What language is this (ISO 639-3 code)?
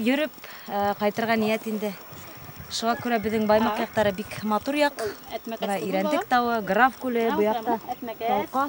bak